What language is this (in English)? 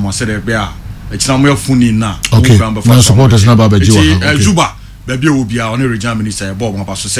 Akan